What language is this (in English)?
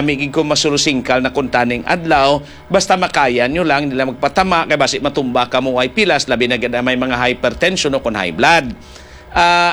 Hiligaynon